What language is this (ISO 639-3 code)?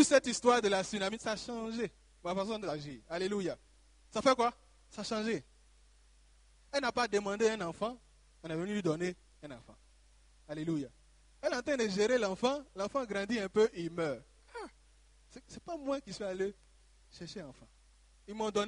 fra